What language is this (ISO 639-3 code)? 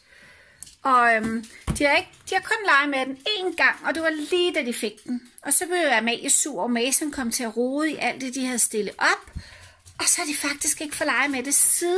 dan